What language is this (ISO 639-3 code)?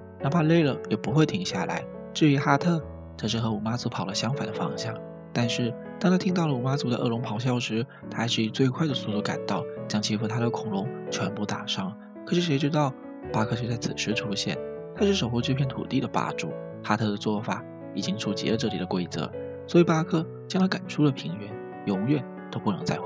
zho